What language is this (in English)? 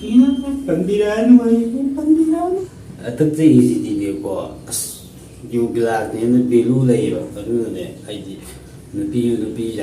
Manipuri